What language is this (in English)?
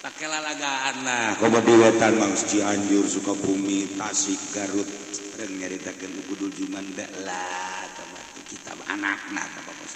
Sundanese